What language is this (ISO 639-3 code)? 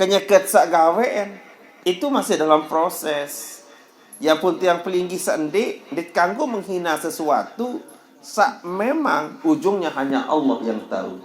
sas